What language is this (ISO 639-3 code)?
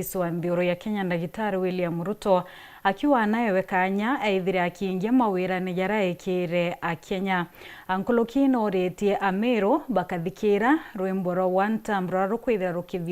mer